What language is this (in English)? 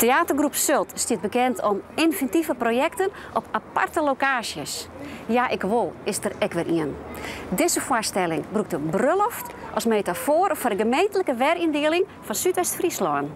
Western Frisian